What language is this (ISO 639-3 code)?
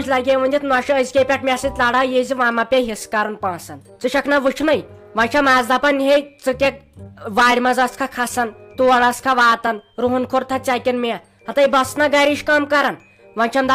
kas